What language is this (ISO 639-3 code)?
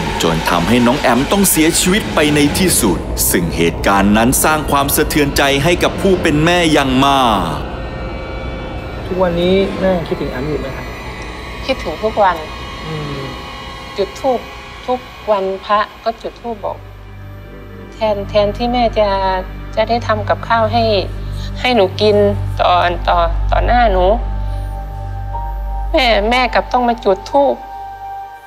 tha